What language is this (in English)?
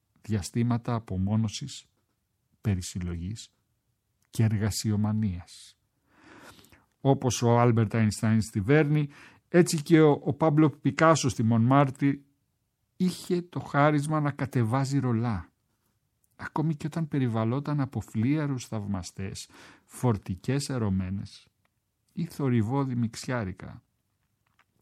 Greek